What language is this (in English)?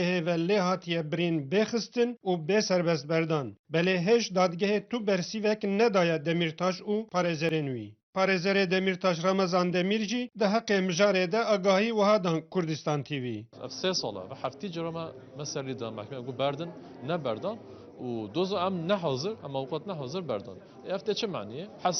Kurdish